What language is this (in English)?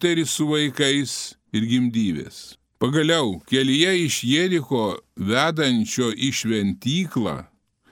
Lithuanian